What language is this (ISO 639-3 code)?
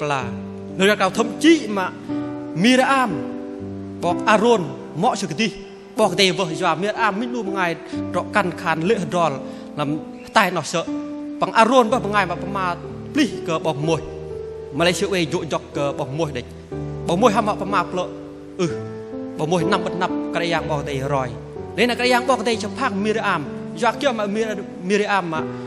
bdq